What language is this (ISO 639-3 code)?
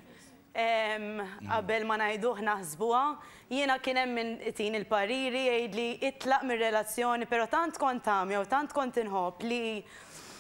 mlt